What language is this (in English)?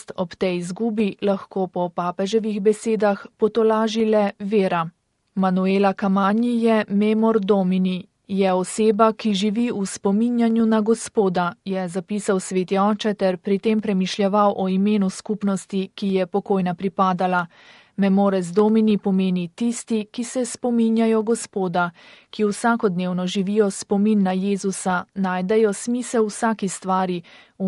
Slovenian